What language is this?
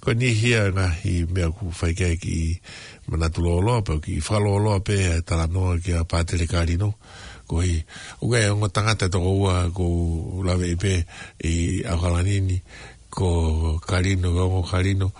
Tongan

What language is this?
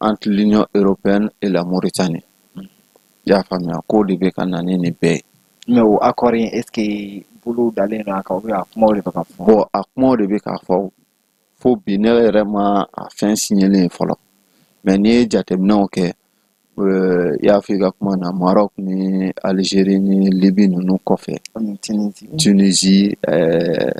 Bambara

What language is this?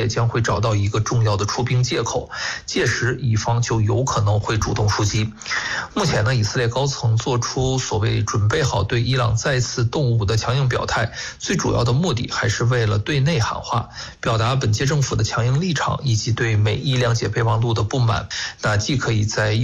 Chinese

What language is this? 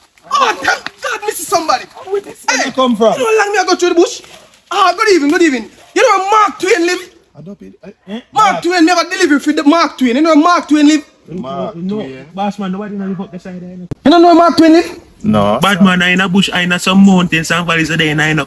Jamaican Creole English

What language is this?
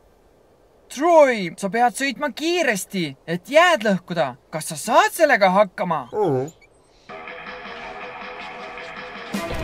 Estonian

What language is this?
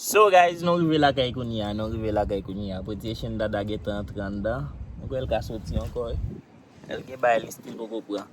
Haitian Creole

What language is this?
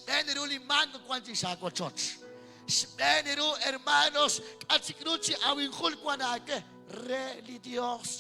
Kekchí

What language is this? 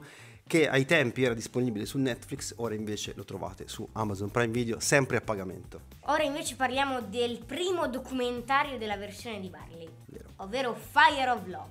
Italian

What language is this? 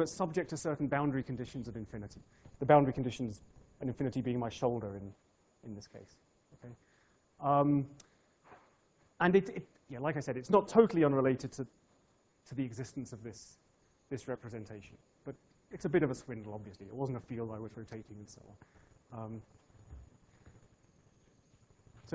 English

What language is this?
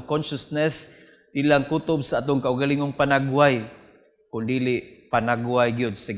Cebuano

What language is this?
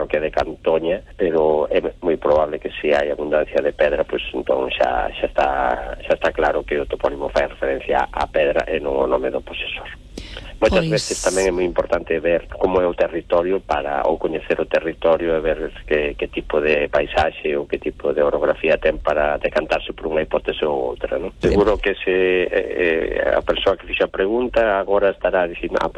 Galician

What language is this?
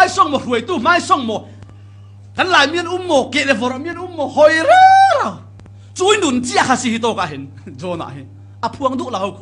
Falam Chin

